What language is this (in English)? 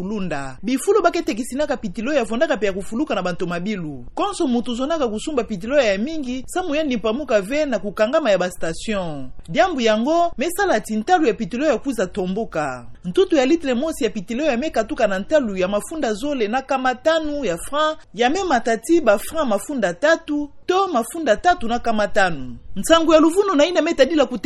Kituba (Democratic Republic of Congo)